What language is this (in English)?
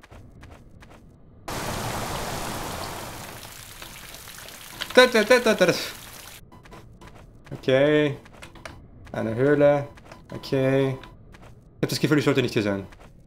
German